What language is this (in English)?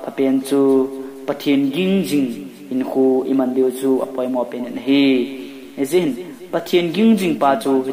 Thado Chin